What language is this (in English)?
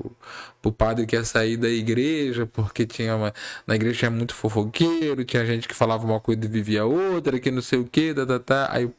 Portuguese